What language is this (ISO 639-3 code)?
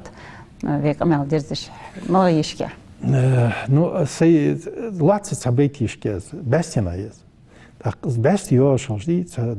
inh